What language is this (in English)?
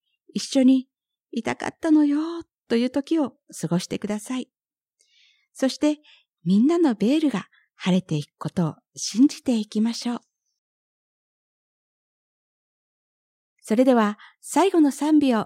Japanese